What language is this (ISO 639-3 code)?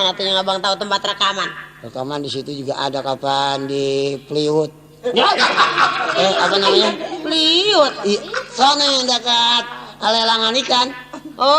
bew